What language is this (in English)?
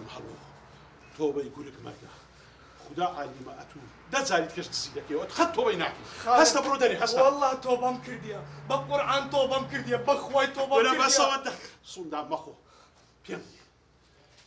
Central Kurdish